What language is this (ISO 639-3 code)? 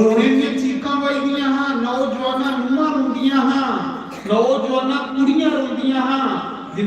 doi